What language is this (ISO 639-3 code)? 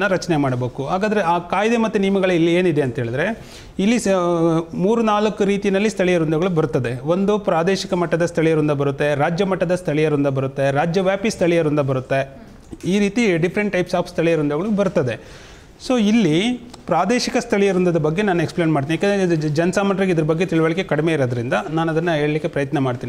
kan